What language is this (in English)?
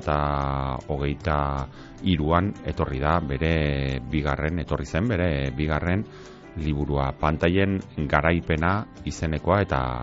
Basque